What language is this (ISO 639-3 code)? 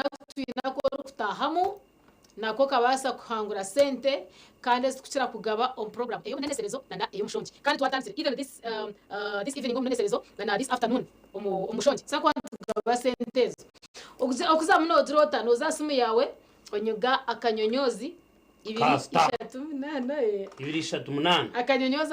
nyn